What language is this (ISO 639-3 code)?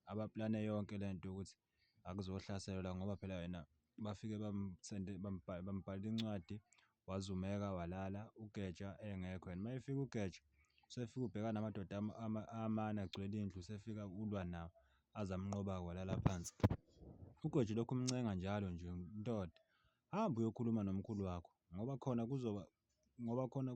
zul